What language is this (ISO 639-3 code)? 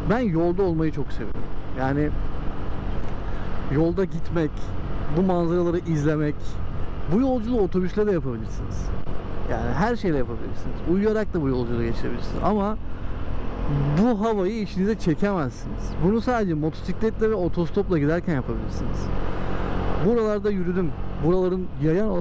tur